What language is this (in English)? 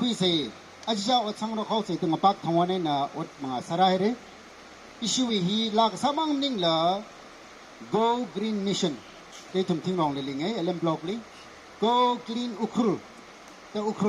Tangkhul Naga (India)